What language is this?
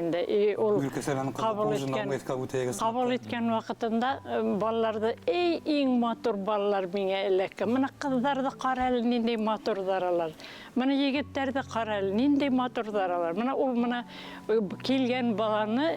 Bashkir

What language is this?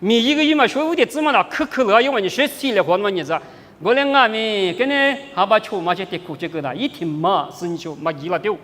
Lisu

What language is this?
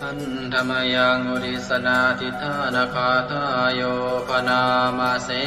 Pali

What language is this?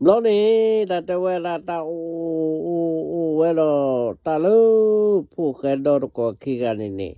S'gaw Karen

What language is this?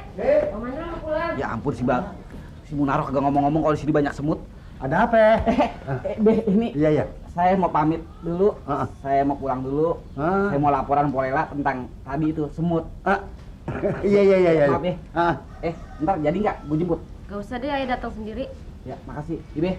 Betawi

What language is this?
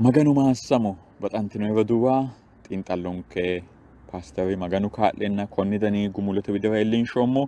Sidamo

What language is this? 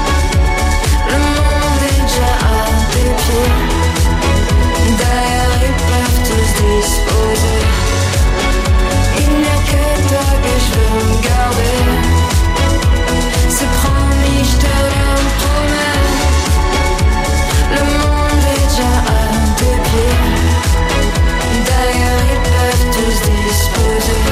French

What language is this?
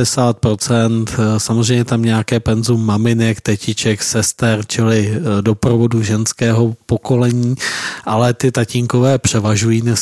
Czech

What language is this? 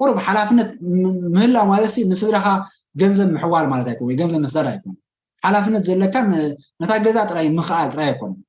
Tigrinya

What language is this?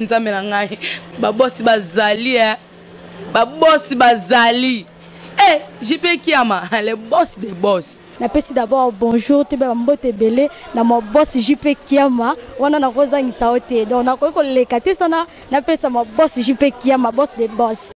Lingala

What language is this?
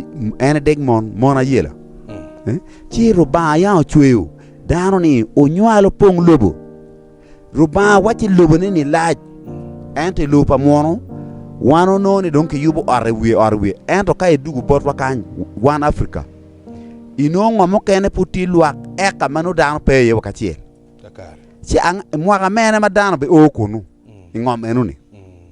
Acoli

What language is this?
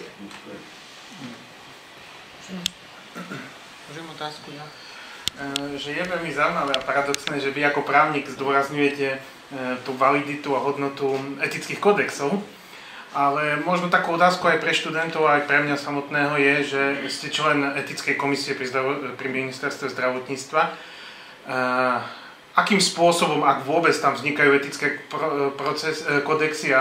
Slovak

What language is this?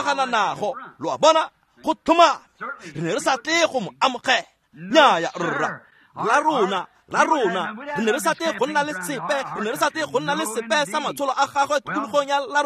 Tswana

